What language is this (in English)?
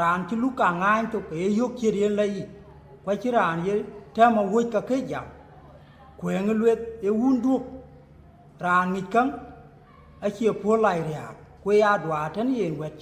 Dinka